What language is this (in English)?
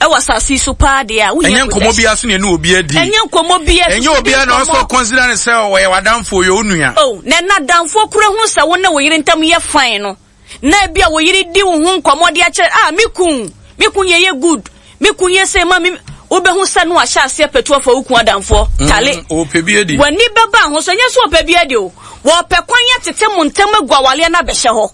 Akan